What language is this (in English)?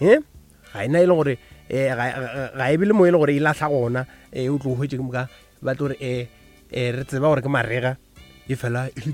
Northern Sotho